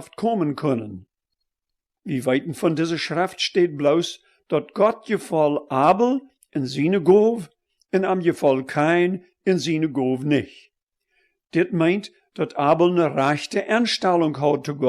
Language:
Plautdietsch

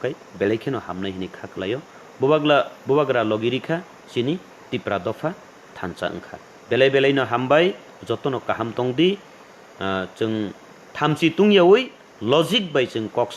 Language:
Kok Borok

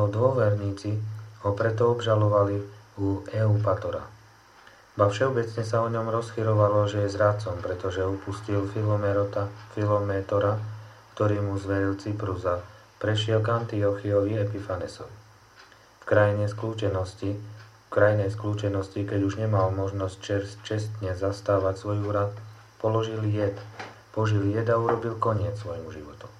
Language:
Slovak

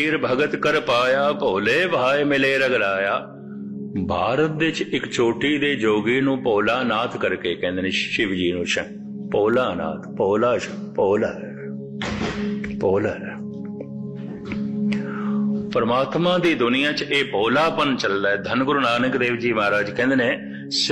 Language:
Punjabi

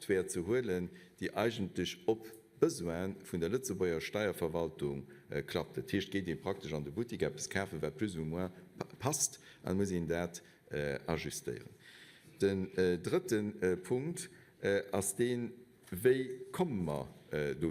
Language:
Luxembourgish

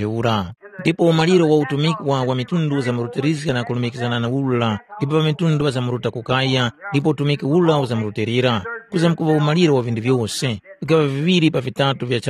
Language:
Tumbuka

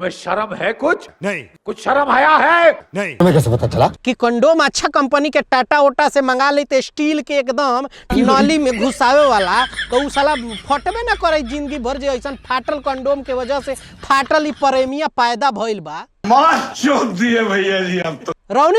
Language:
Bhojpuri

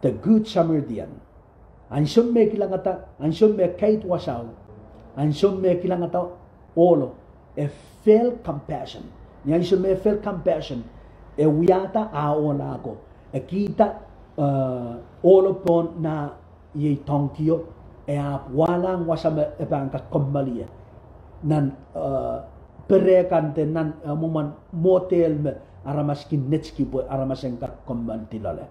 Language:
Pohnpeian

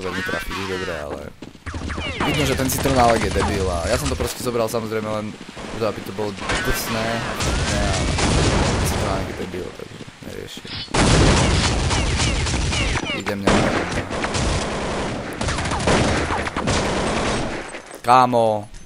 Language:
Slovak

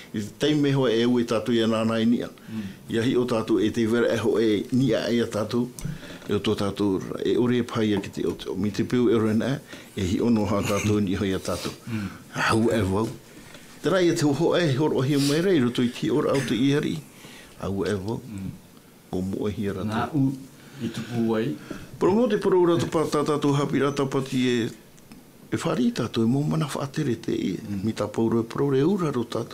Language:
Tahitian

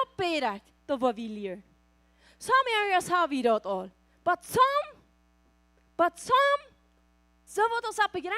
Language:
Plautdietsch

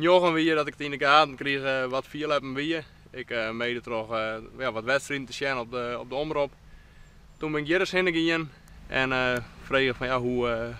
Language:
Western Frisian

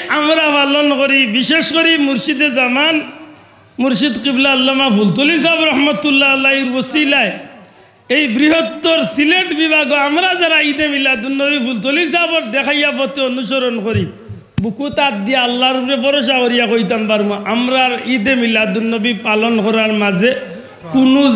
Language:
Sylheti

